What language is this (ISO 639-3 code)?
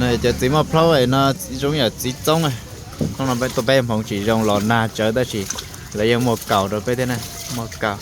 hmn